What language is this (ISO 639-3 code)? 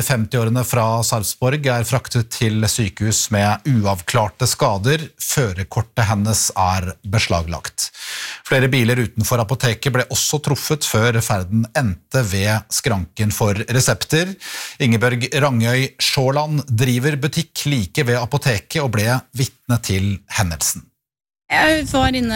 nor